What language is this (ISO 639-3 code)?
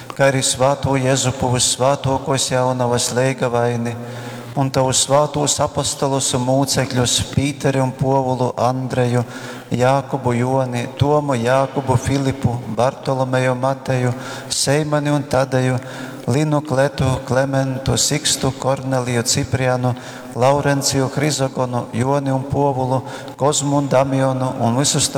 ltg